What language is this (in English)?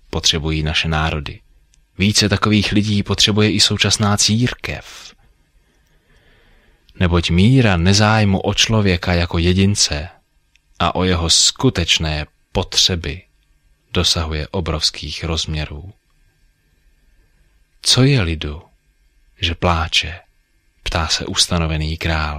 Czech